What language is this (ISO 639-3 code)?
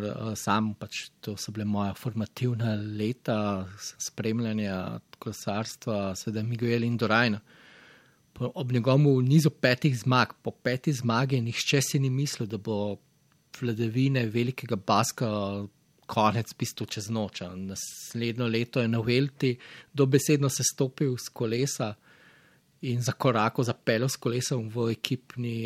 slv